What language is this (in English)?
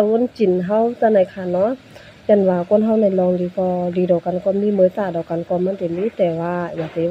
Shan